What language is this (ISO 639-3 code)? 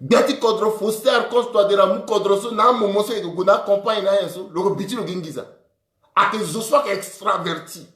sag